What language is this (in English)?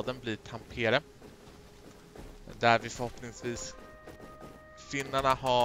Swedish